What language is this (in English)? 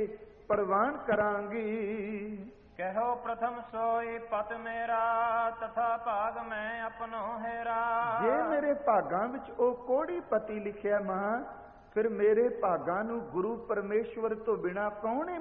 Punjabi